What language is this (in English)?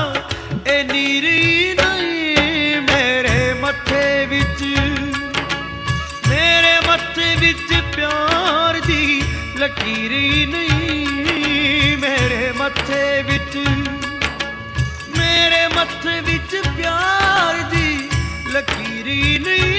Punjabi